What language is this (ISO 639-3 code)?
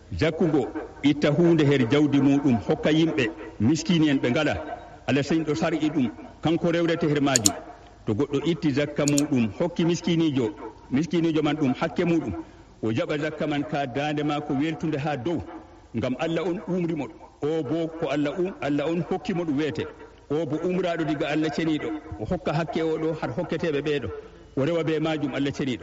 ful